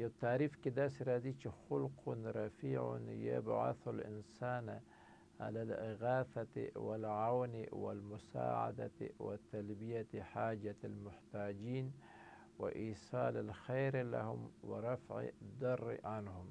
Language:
Pashto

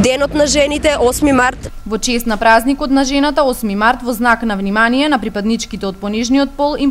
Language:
Macedonian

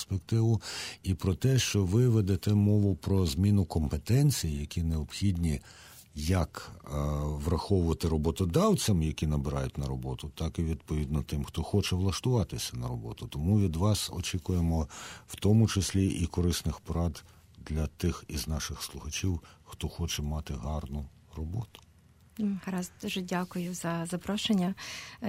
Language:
Ukrainian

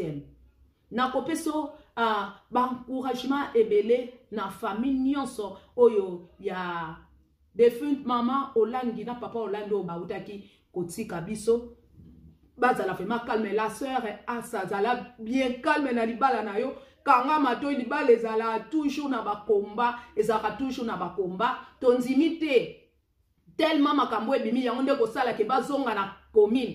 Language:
Lingala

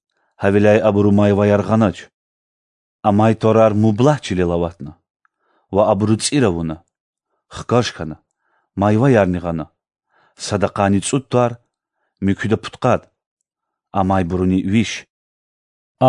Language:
Lezghian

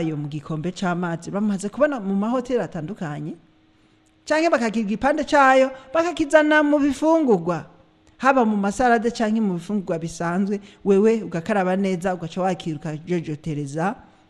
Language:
Rundi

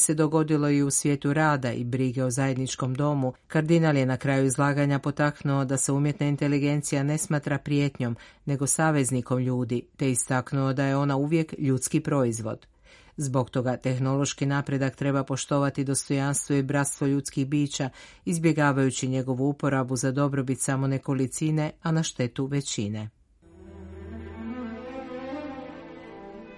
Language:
Croatian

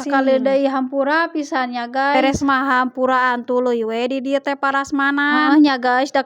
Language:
Sundanese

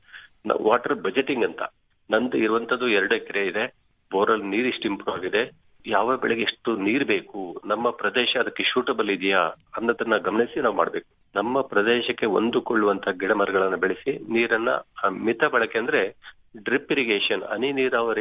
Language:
Kannada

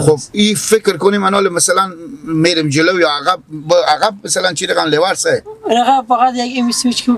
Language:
Persian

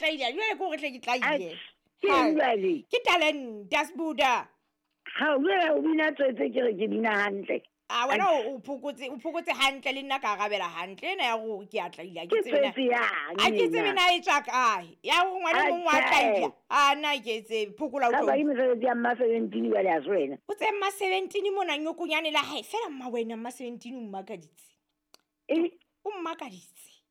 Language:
Southern Sotho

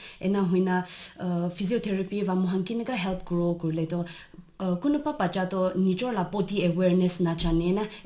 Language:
Naga Pidgin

